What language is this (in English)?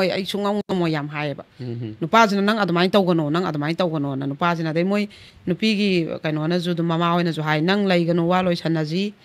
Manipuri